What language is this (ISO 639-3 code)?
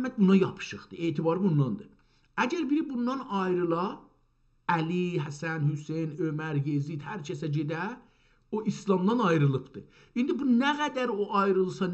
azb